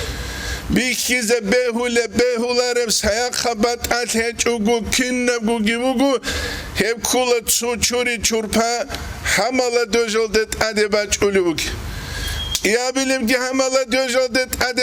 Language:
Avaric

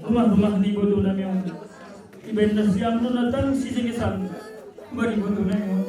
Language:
Batak Simalungun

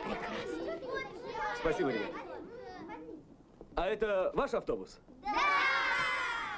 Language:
Russian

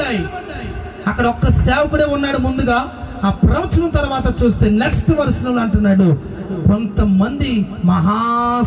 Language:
Telugu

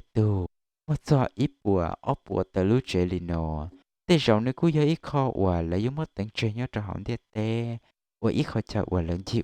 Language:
Hmong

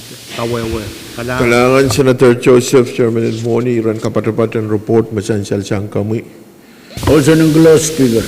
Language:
Pohnpeian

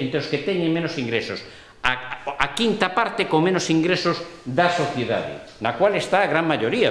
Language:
Galician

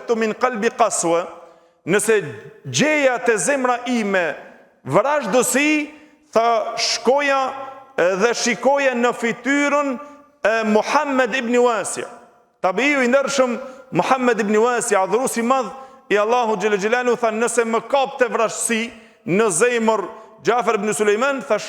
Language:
Albanian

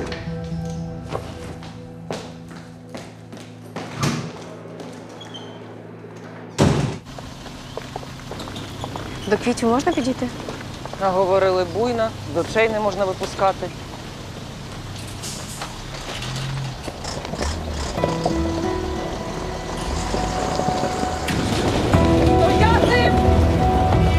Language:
Ukrainian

